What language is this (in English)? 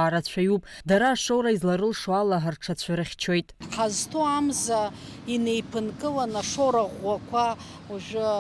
Abkhazian